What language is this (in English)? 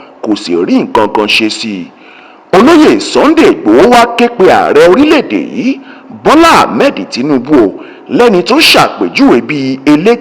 Yoruba